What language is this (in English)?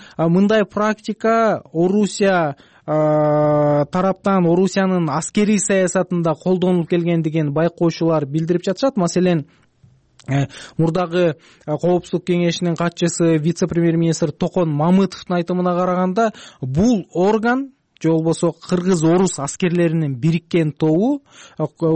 Kyrgyz